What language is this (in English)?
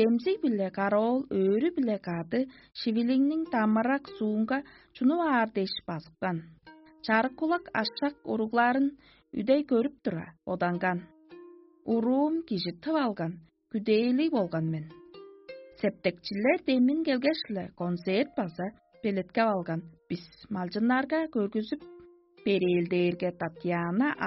Tuvinian